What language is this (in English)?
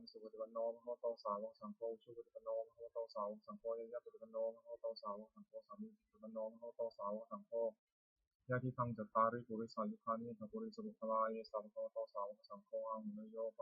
Pali